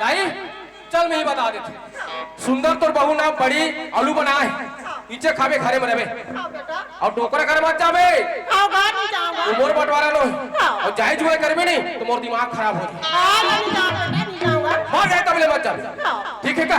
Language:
Chhattisgarhi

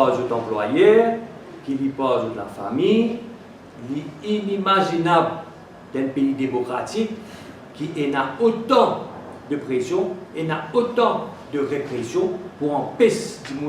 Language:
Morisyen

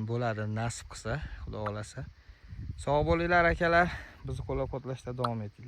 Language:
Uzbek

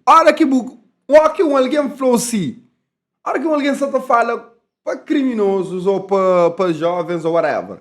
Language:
Kabuverdianu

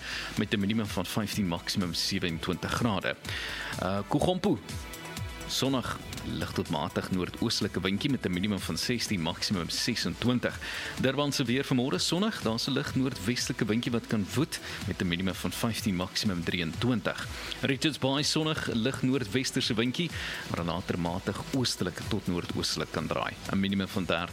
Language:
Afrikaans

